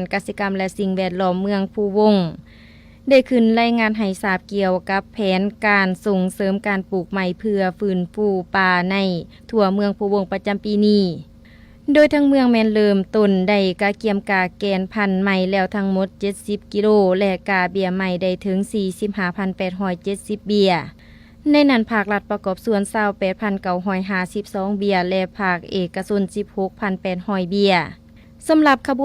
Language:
Lao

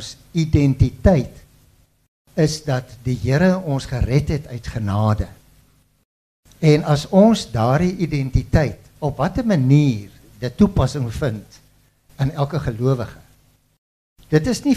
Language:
Afrikaans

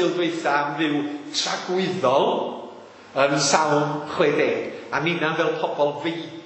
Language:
Welsh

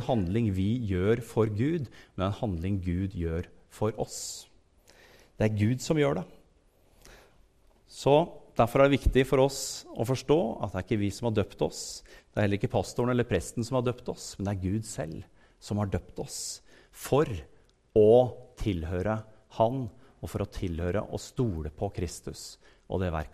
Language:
Norwegian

